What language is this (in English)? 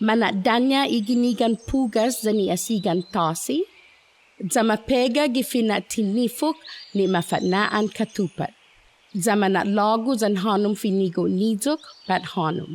Chamorro